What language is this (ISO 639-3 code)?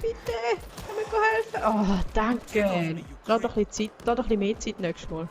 gsw